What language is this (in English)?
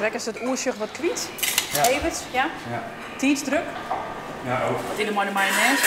Western Frisian